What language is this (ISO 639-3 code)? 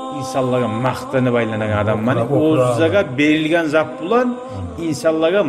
kum